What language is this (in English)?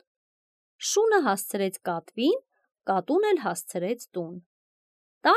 Armenian